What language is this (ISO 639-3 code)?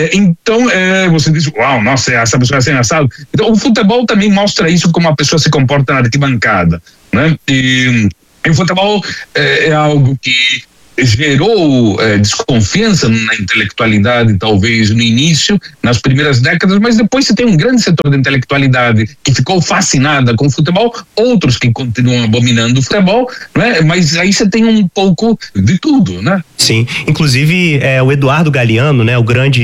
por